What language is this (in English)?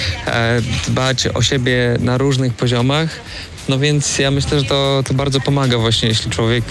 Polish